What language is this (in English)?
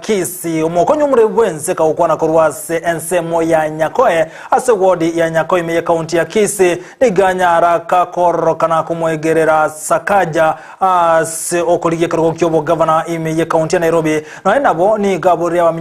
Gusii